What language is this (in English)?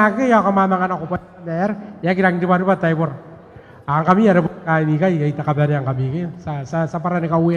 Gilbertese